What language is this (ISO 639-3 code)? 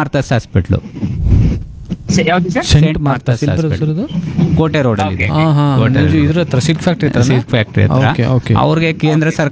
kan